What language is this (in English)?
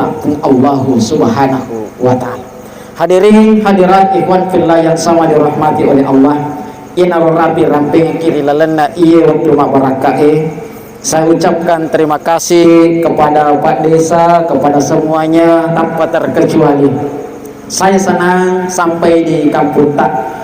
Buginese